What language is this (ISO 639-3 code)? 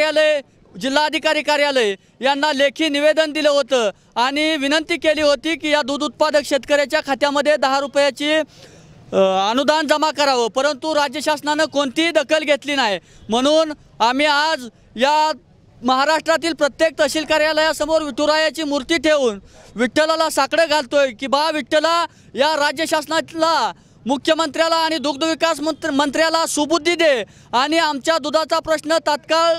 mar